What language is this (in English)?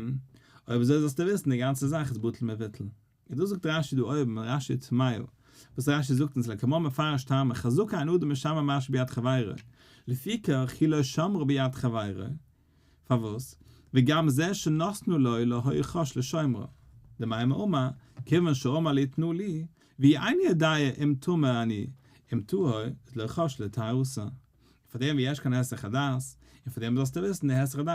Yiddish